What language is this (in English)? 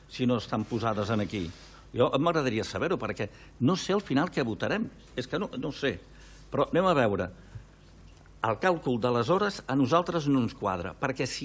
Catalan